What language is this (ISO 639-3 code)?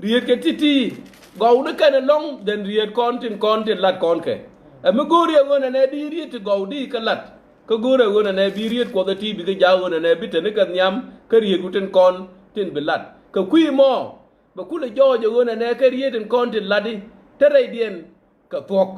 nus